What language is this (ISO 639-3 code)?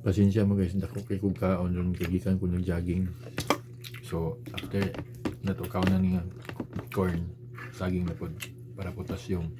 ceb